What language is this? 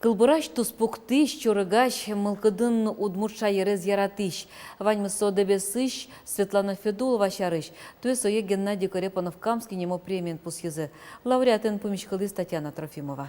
Udmurt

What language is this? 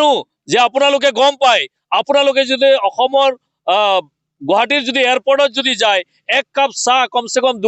Assamese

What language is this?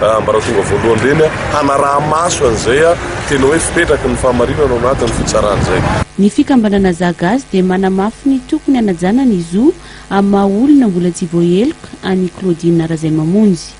Malagasy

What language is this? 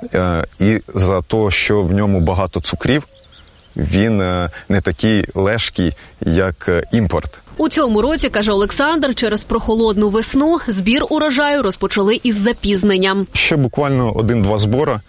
Ukrainian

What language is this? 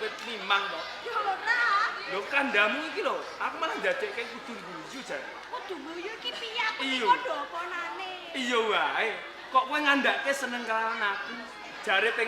Javanese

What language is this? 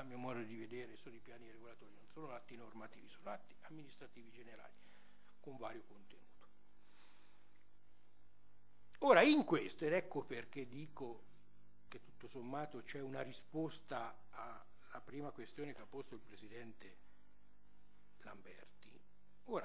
Italian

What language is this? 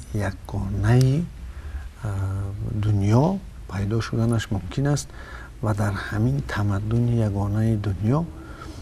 Tajik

